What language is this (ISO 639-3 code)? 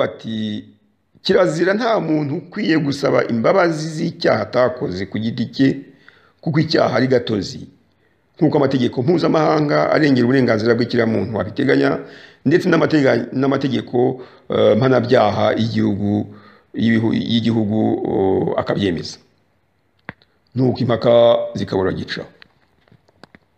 kin